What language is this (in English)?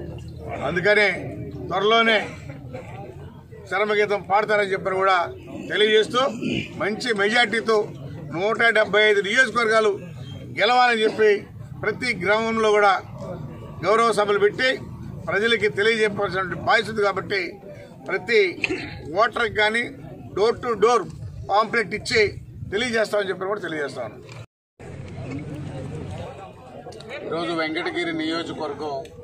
Telugu